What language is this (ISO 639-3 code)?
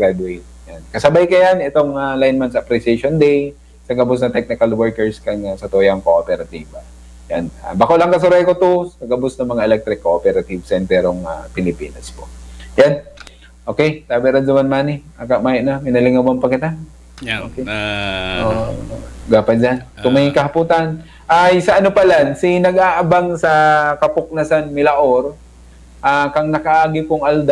bik